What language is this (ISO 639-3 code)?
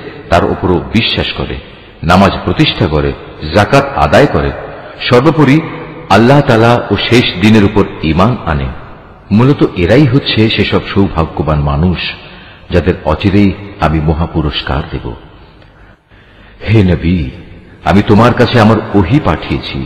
ben